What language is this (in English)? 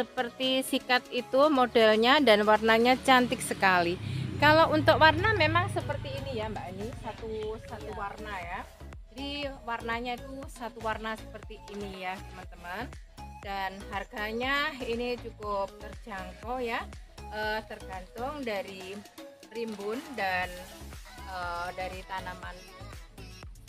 Indonesian